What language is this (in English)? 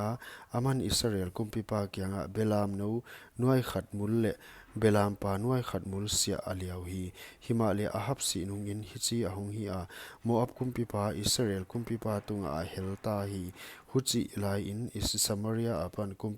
Paite Chin